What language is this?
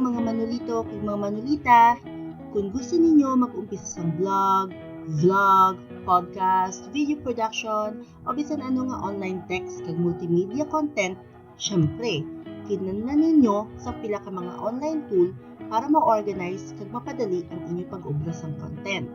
Hiligaynon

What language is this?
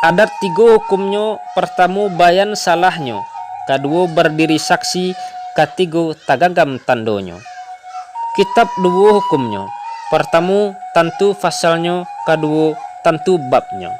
Minangkabau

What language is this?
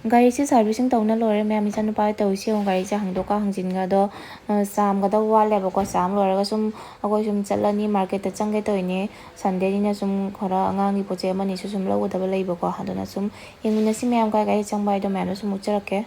Manipuri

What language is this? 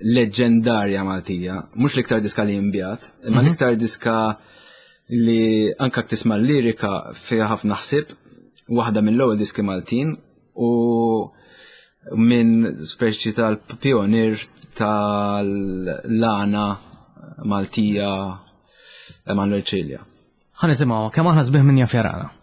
Maltese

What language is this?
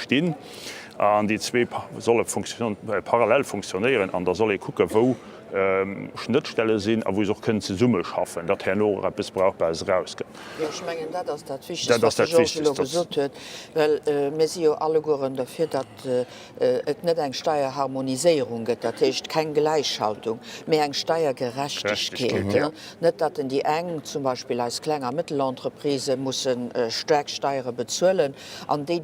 Luxembourgish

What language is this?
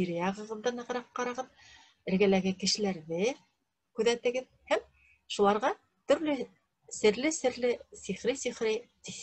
Bashkir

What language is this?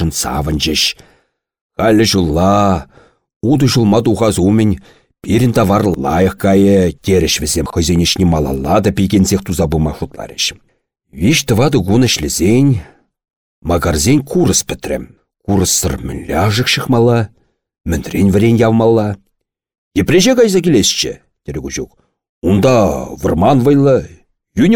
Chuvash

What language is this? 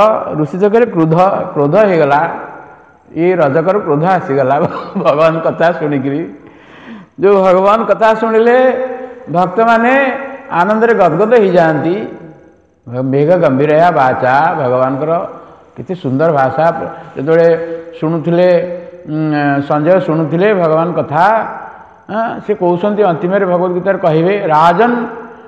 Odia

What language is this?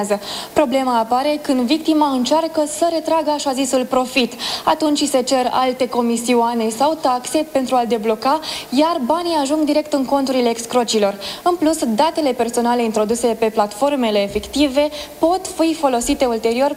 Romanian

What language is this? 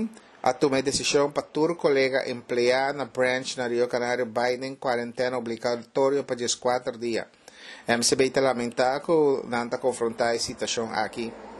Papiamento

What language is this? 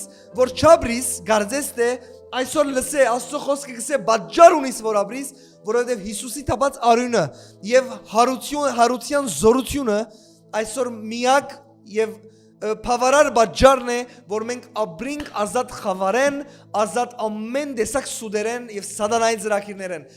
Western Armenian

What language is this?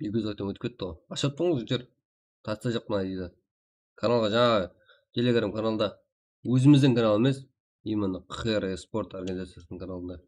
Kara-Kalpak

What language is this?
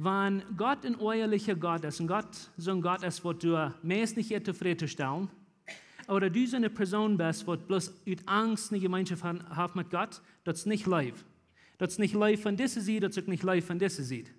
Plautdietsch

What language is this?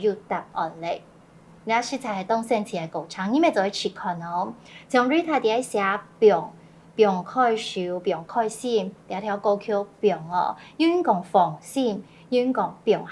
Hakka Chinese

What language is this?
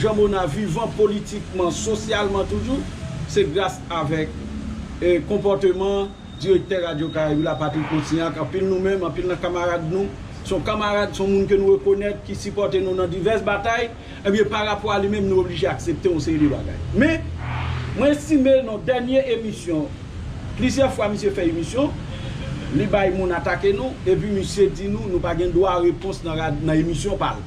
Haitian Creole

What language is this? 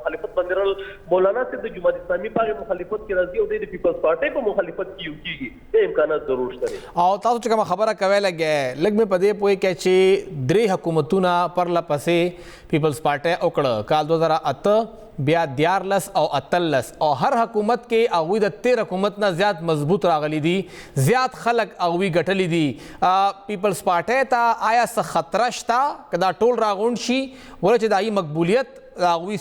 Pashto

